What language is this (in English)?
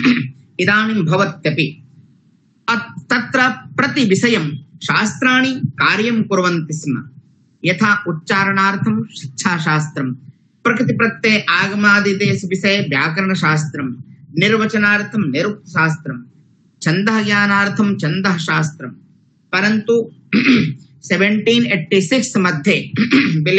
Sanskrit